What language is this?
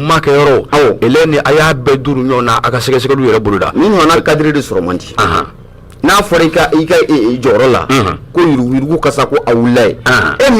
Bambara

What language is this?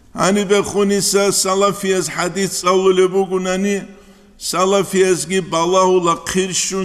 Avaric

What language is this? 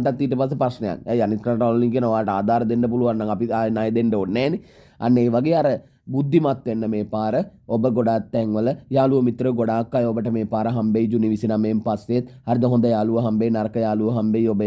Sinhala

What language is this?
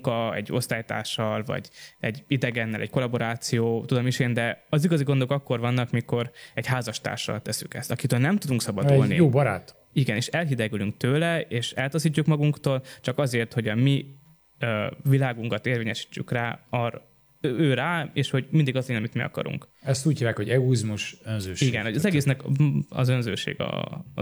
Hungarian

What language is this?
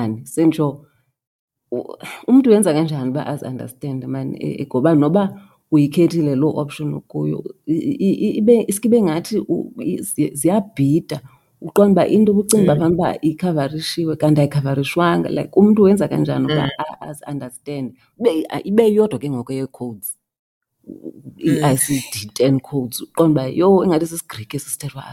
Xhosa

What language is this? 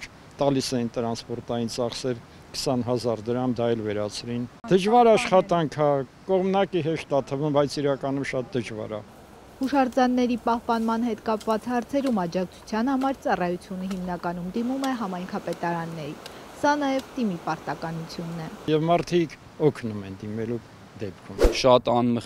Armenian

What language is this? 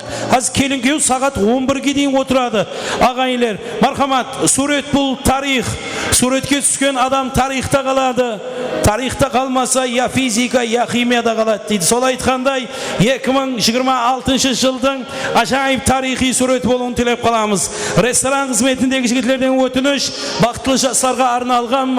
Kara-Kalpak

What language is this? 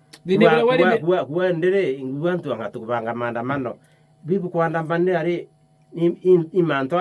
Meru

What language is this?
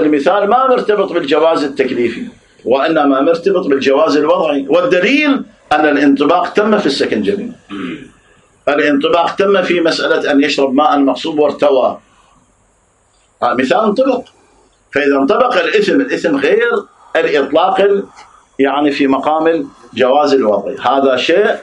Arabic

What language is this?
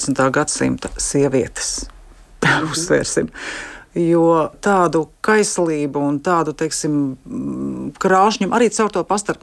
Latvian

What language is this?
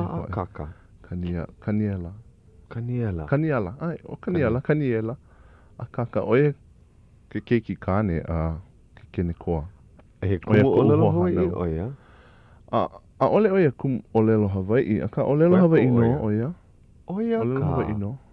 Hawaiian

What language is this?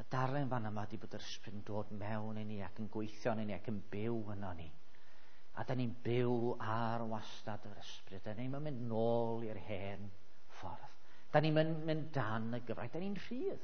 Welsh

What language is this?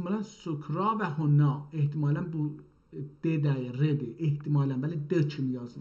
South Azerbaijani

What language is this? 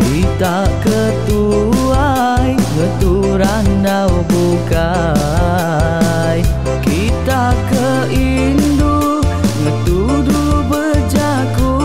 Iban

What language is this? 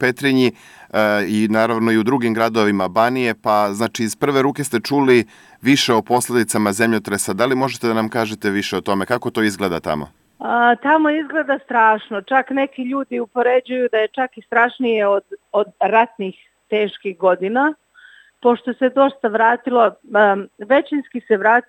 Serbian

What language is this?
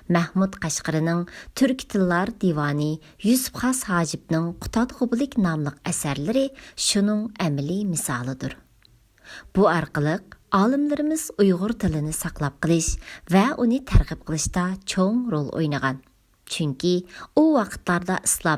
Uyghur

